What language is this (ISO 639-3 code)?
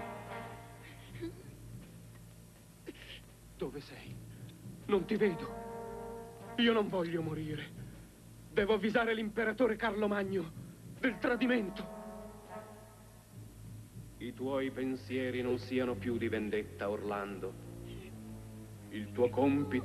ita